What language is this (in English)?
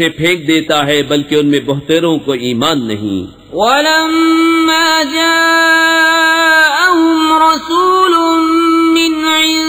Urdu